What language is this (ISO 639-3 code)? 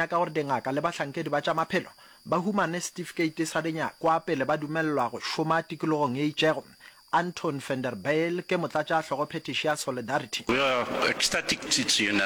nso